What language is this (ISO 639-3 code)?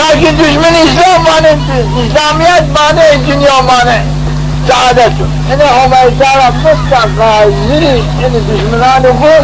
zza